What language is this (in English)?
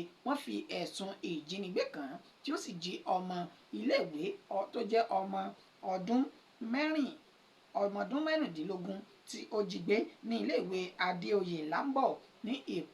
Yoruba